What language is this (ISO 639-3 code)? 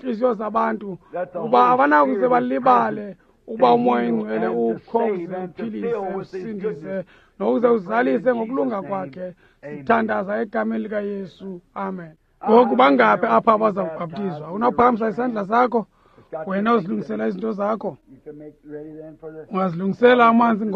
xho